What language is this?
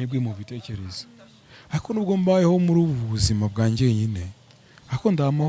Kinyarwanda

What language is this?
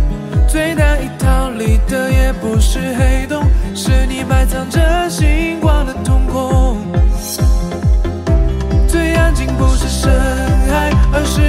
Chinese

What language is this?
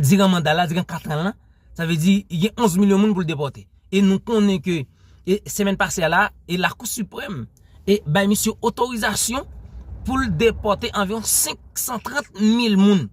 Haitian Creole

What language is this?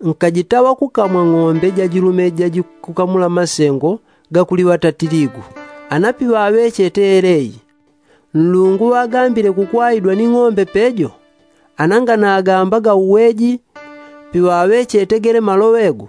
Yao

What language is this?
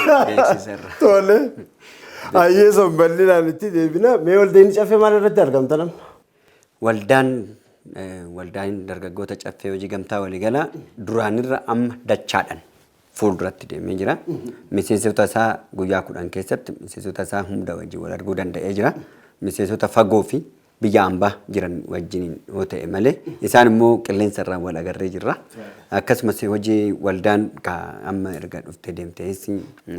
Oromo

